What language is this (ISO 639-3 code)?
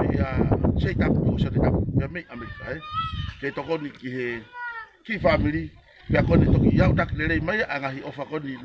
ton